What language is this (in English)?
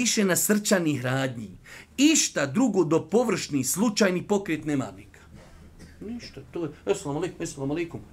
Bosnian